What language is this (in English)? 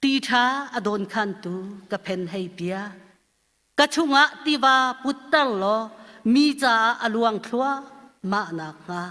Hakha Chin